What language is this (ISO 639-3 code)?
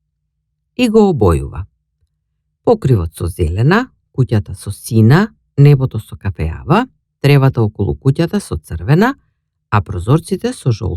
mkd